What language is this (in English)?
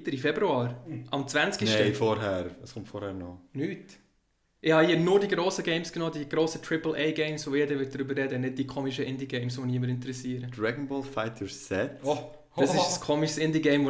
Swiss German